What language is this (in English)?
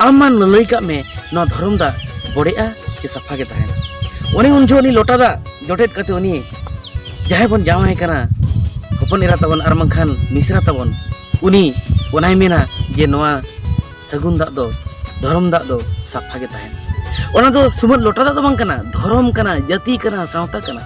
Santali